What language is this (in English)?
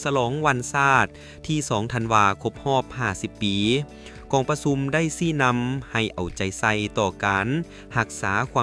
Lao